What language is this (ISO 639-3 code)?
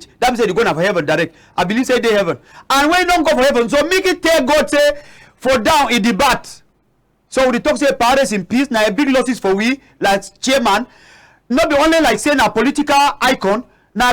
wes